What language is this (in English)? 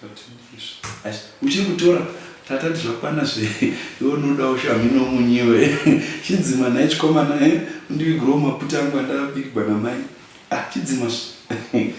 Shona